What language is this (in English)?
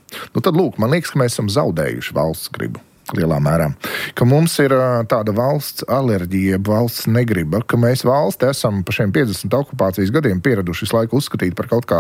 Latvian